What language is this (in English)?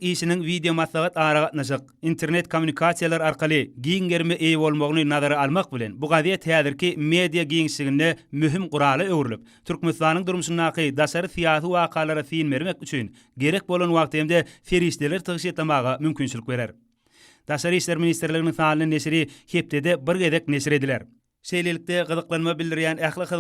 Turkmen